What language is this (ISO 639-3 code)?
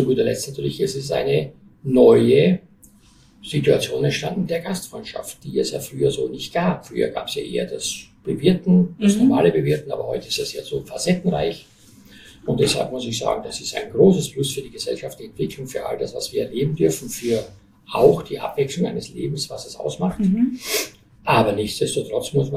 deu